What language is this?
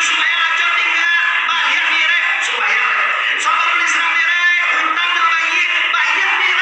Minangkabau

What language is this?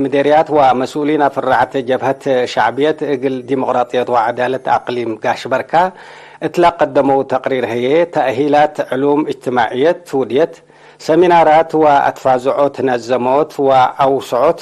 Tigre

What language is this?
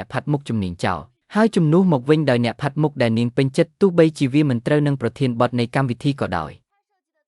Khmer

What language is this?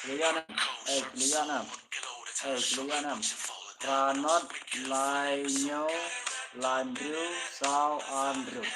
Khasi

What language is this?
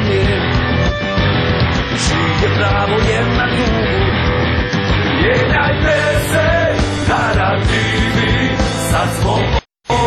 Croatian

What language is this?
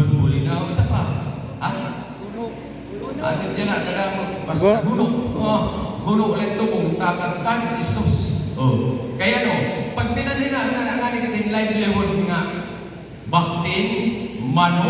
Waray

